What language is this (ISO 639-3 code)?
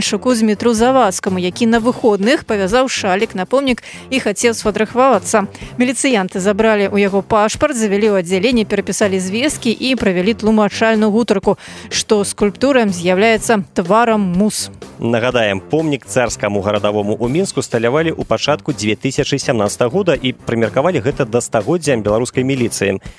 bel